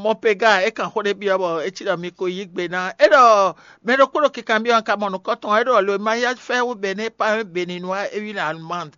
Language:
Fon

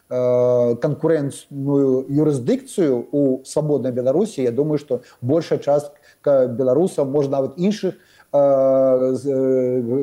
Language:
Belarusian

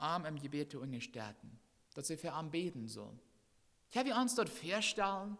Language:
Plautdietsch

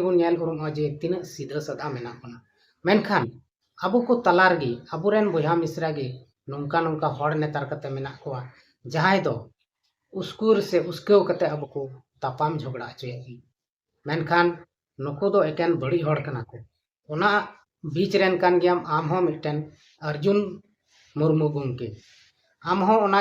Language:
Santali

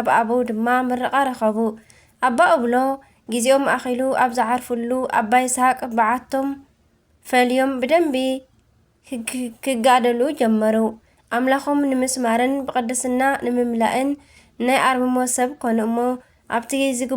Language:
Tigrinya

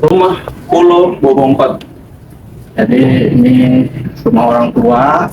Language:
Betawi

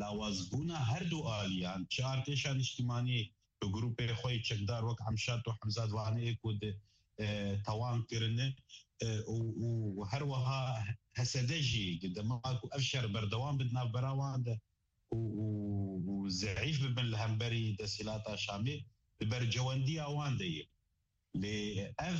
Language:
Kurdish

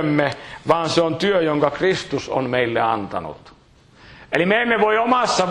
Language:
Finnish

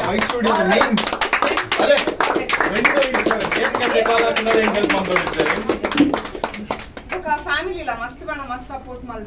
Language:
Tulu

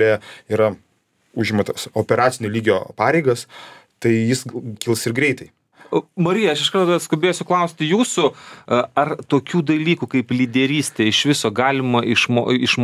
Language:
Lithuanian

